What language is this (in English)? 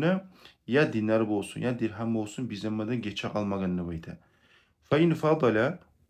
Kumyk